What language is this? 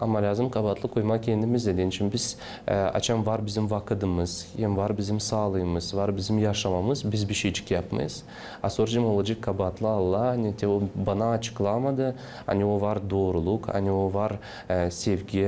Gagauz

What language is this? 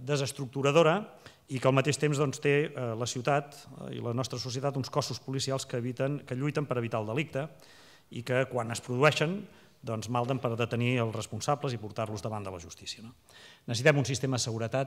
Catalan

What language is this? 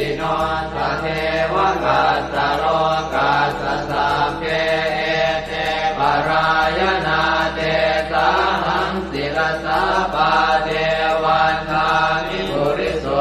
Pali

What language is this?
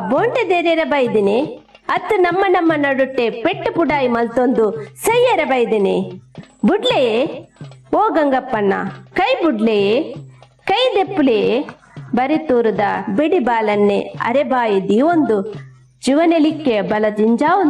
Tulu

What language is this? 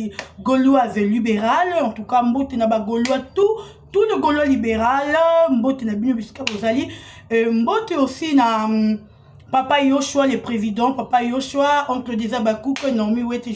Lingala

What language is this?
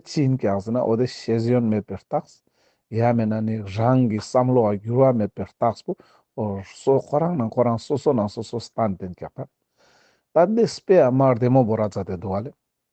Ladakhi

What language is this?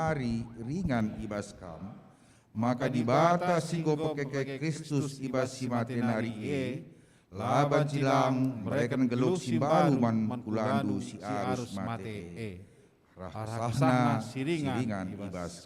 Batak Karo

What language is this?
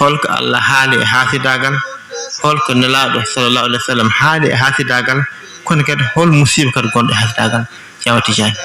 Fula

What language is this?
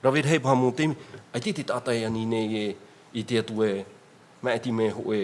Tahitian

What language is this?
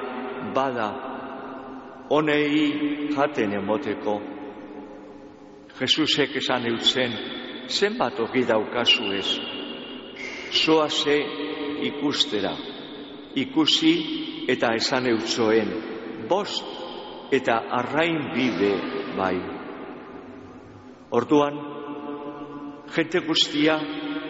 Basque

